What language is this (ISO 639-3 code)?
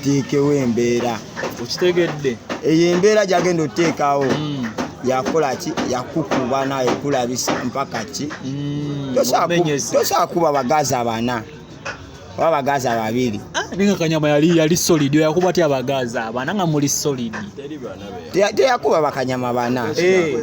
lug